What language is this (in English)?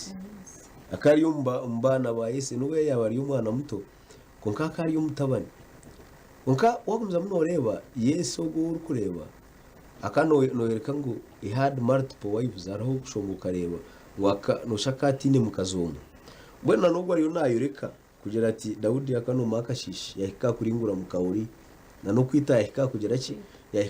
Nyankole